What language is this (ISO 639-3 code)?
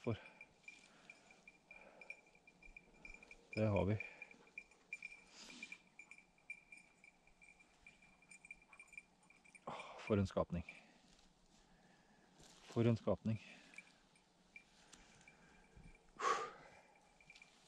nor